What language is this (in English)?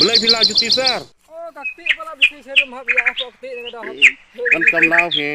Khasi